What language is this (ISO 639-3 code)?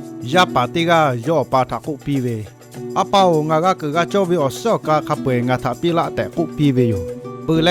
lhu